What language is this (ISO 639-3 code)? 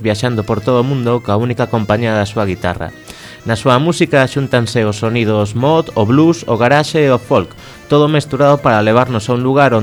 glg